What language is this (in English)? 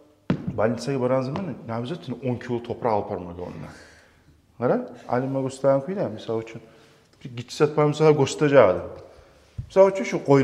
Kumyk